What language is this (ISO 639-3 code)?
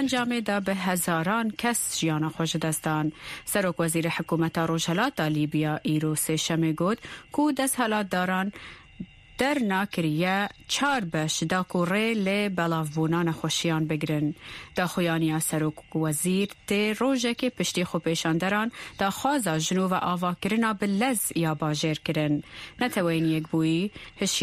kur